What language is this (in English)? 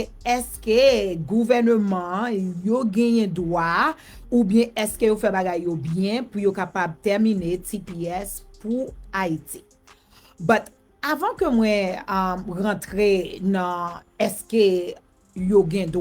Haitian Creole